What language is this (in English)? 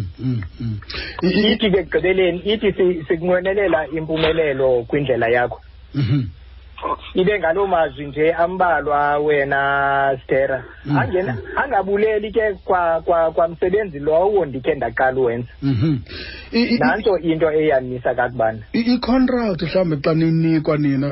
Xhosa